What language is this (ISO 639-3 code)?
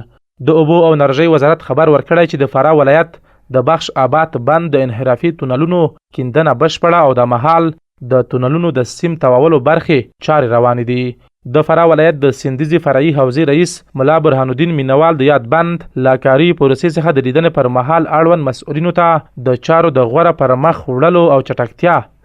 pus